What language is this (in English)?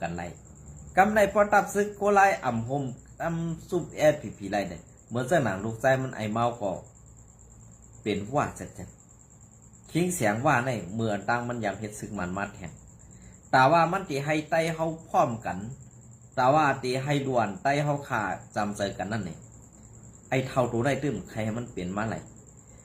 Shan